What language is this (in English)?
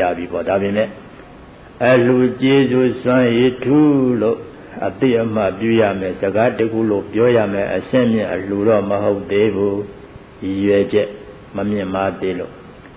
Burmese